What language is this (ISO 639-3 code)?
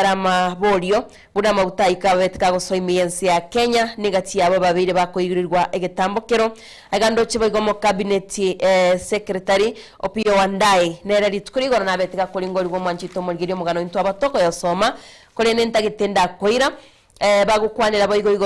guz